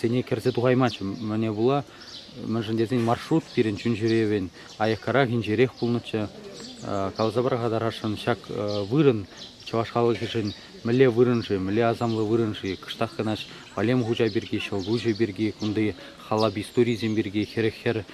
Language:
Chuvash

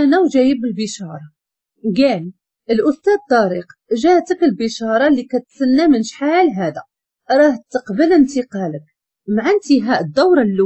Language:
Moroccan Arabic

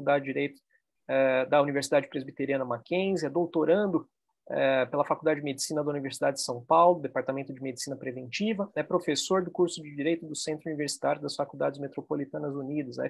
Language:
Portuguese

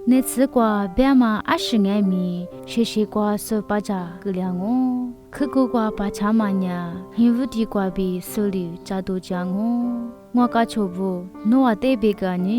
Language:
Lisu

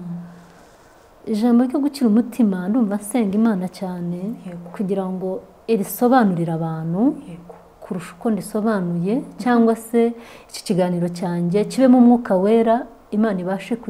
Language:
Kinyarwanda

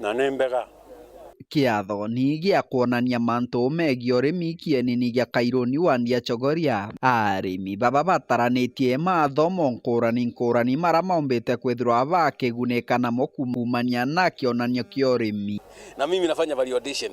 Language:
Meru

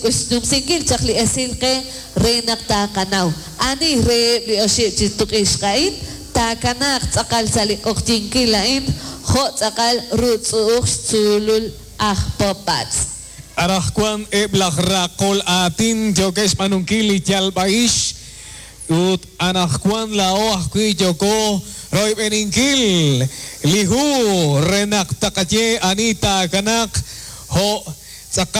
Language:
Kekchí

